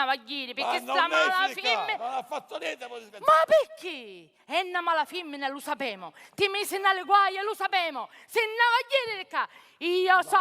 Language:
Sicilian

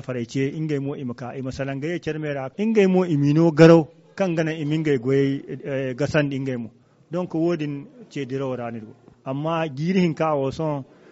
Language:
Zarma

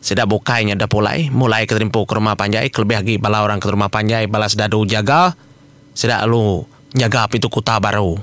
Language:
Iban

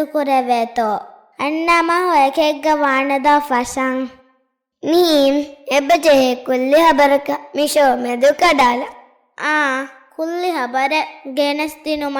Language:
Divehi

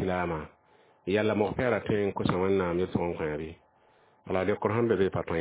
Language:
Mossi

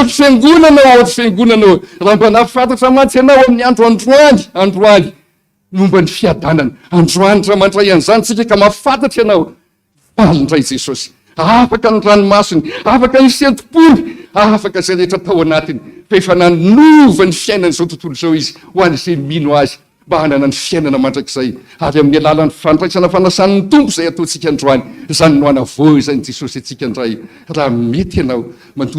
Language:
Malagasy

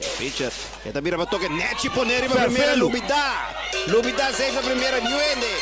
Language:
Papiamento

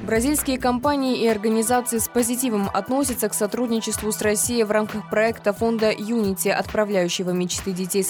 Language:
Russian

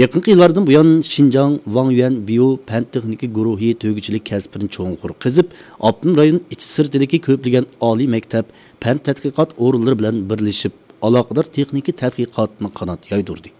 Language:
Uyghur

